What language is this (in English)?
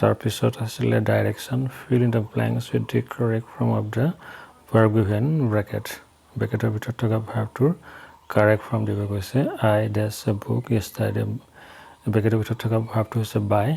Assamese